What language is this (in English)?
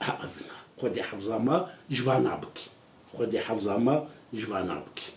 Kurdish